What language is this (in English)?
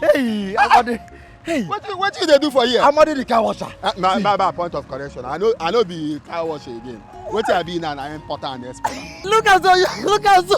Nigerian Pidgin